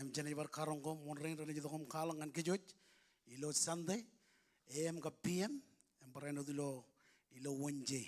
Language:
Marshallese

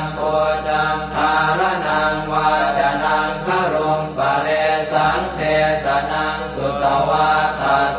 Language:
Pali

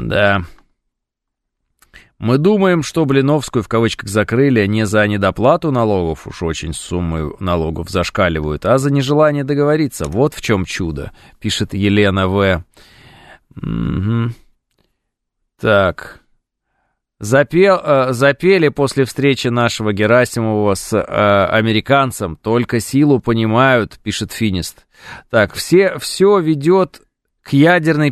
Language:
Russian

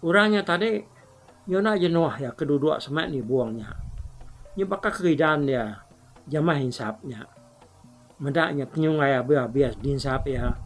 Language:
Iban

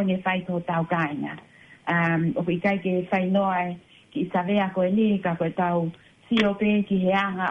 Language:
Tongan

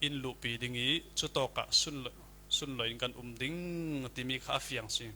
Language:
Falam Chin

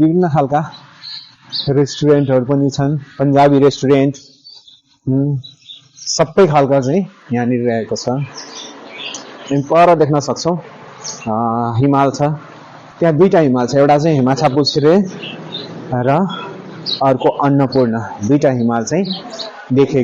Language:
Nepali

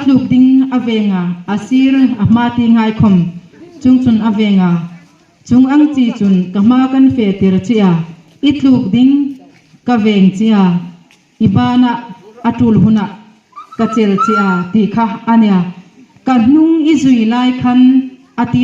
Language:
Hmar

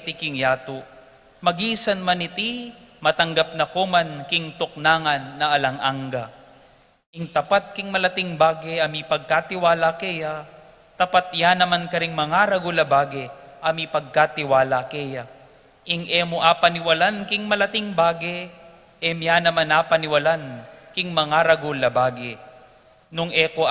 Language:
Pampanga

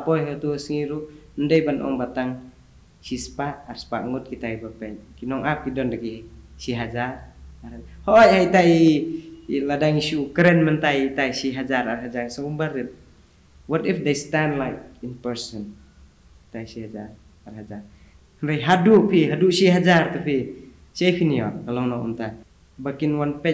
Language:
Khasi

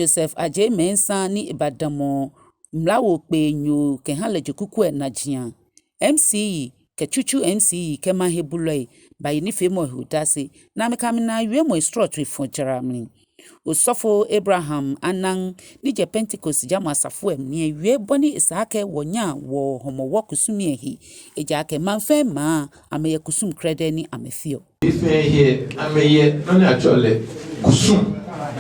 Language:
Ga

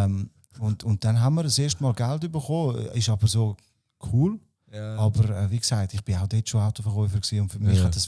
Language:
Swiss German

